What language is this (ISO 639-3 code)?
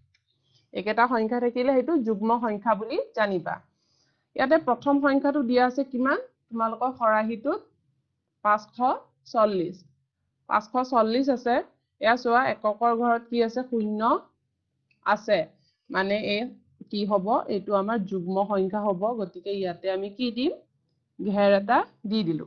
asm